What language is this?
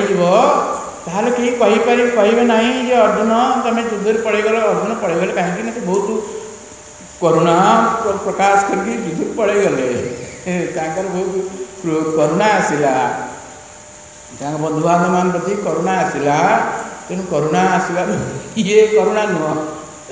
Odia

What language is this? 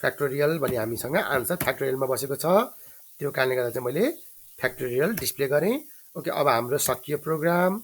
Nepali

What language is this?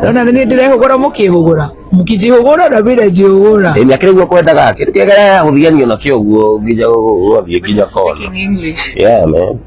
Kikuyu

